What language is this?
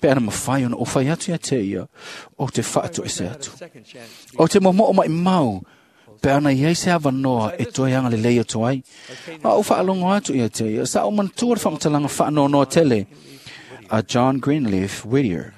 Samoan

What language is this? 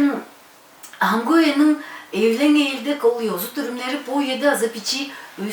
Tuvinian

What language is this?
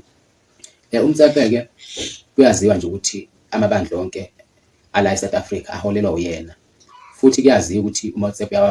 Zulu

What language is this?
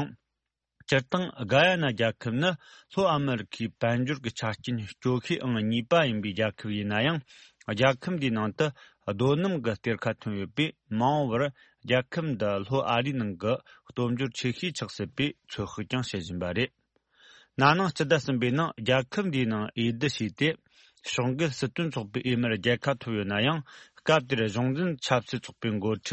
Tibetan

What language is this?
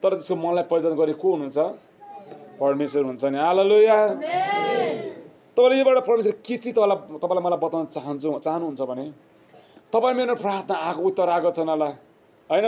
Nepali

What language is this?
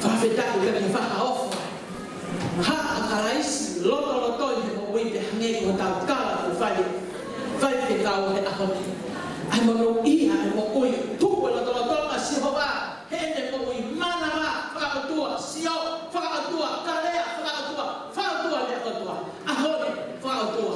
Tongan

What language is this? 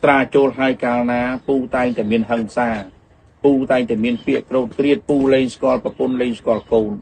Khmer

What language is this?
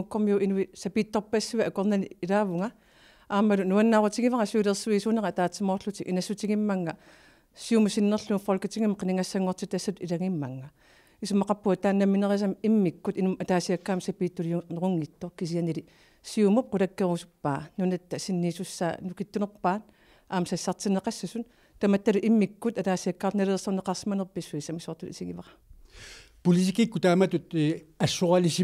Kalaallisut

